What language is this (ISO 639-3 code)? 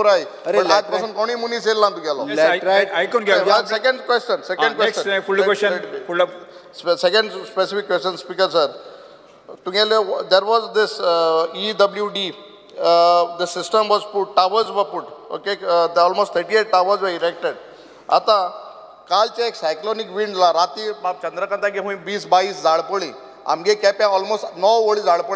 kok